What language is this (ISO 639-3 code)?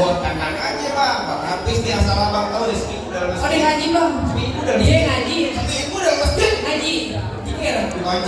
bew